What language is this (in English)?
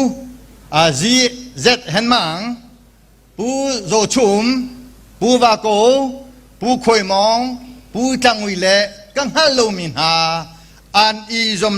Hakha Chin